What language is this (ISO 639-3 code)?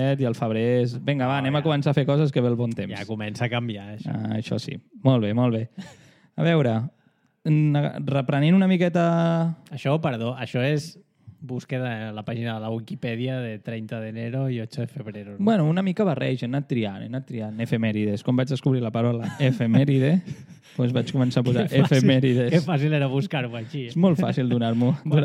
cat